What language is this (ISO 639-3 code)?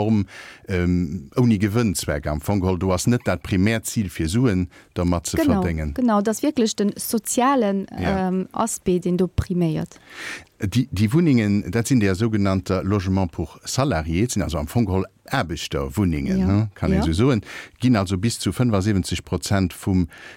ltz